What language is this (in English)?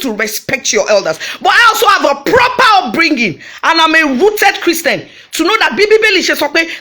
Nigerian Pidgin